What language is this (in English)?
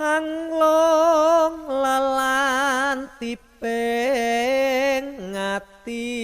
Javanese